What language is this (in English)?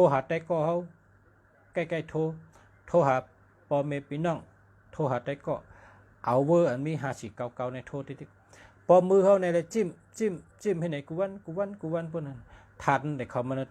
Shan